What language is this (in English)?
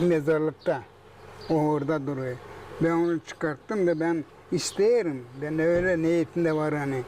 Gagauz